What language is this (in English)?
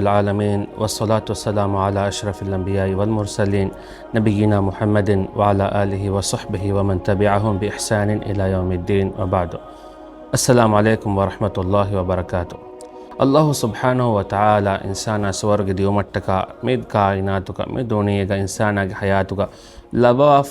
Divehi